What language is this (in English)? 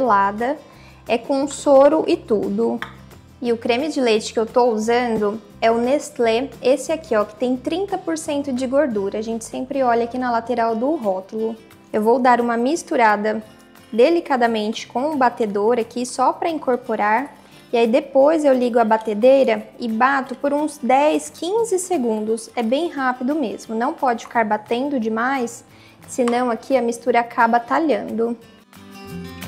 Portuguese